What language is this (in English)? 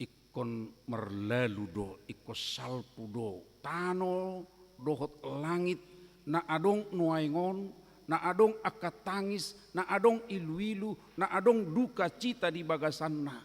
Batak Toba